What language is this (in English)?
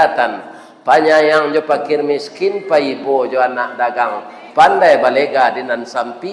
Minangkabau